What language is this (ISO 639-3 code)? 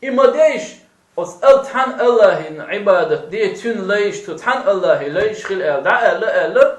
che